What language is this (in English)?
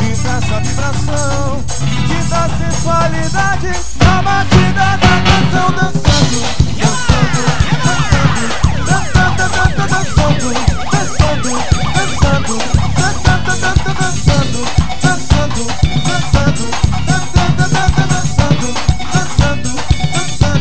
Portuguese